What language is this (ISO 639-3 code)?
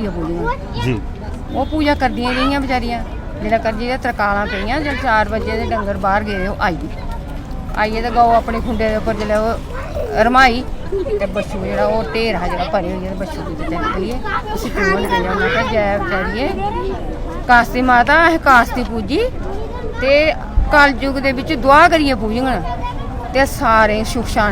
doi